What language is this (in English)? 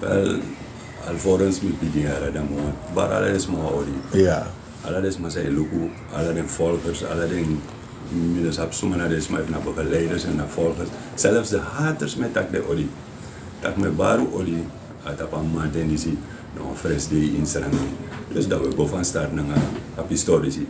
Sranan Tongo